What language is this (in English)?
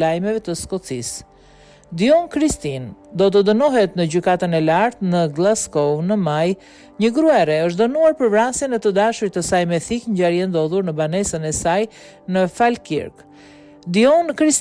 Albanian